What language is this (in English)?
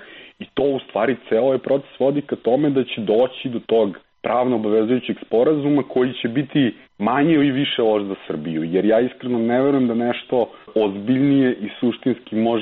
Serbian